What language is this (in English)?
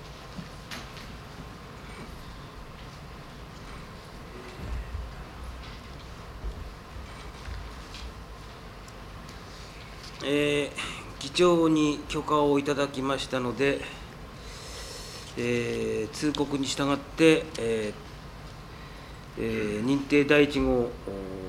Japanese